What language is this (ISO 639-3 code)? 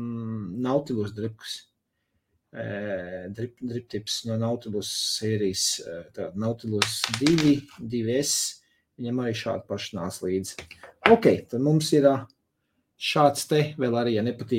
lav